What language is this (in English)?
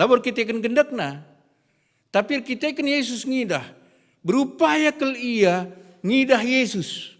Batak Karo